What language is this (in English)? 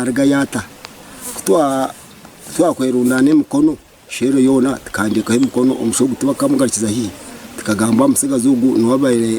Nyankole